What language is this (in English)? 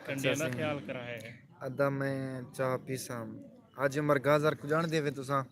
Saraiki